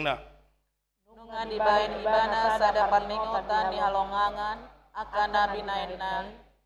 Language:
Batak Toba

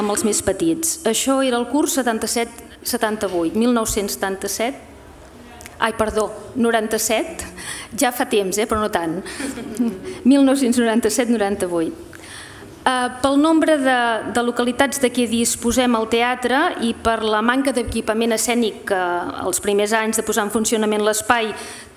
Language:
Catalan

